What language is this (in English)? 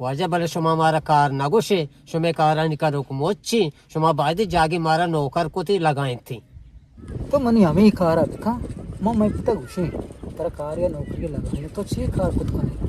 Eastern Balochi